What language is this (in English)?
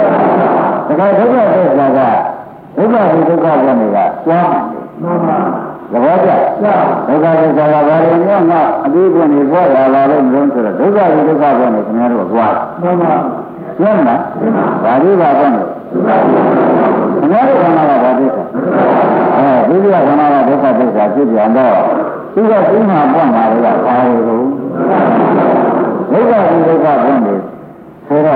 Burmese